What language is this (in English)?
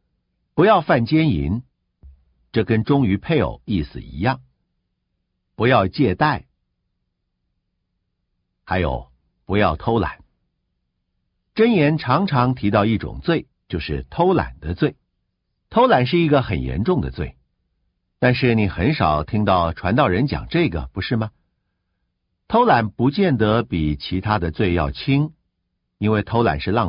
Chinese